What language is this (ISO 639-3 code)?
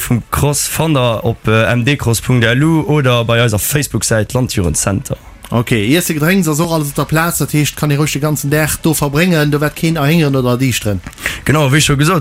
ltz